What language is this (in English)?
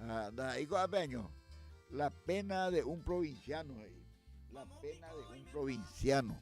Guarani